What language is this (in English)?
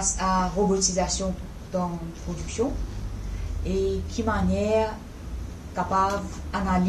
Morisyen